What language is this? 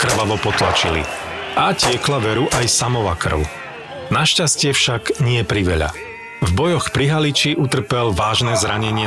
Slovak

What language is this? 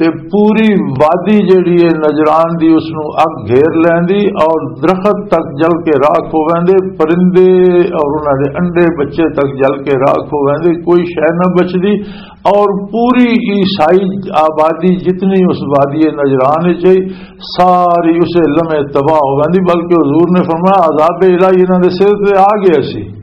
Western Panjabi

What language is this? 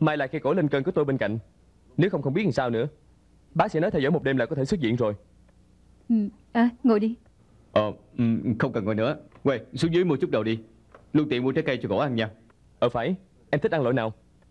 Vietnamese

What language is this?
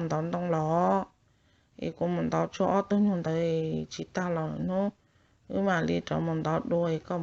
Hmong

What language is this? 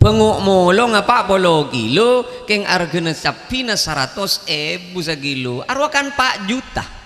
Madurese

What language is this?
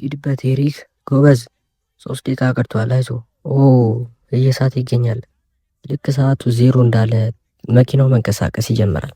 Amharic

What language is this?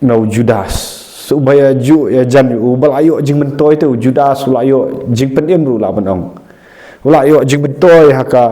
Khasi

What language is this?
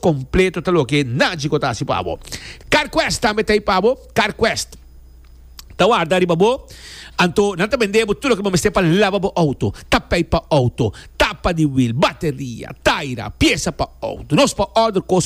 Papiamento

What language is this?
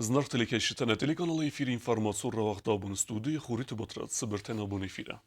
Ossetic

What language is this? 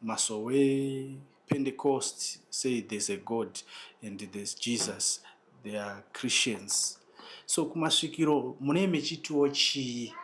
Shona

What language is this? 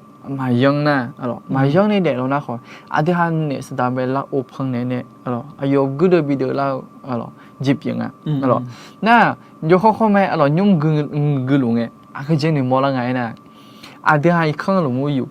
Akha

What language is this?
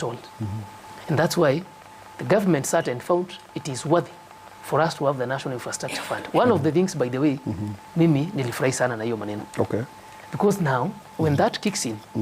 Gusii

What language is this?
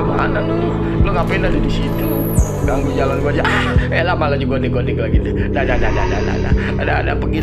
Betawi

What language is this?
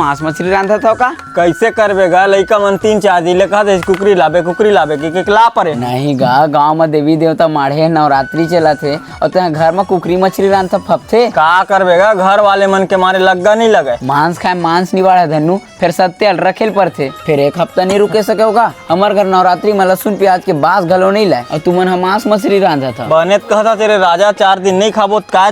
Chhattisgarhi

